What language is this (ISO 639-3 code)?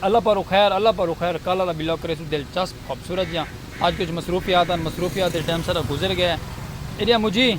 skr